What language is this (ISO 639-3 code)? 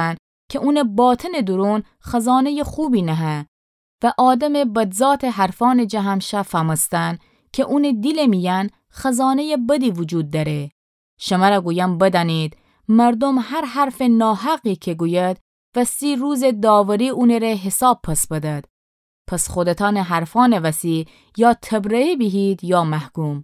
glk